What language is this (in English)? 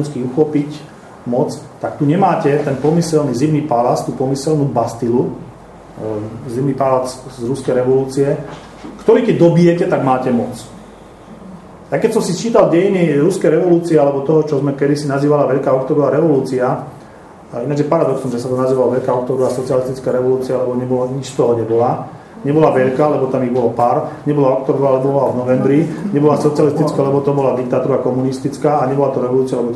Slovak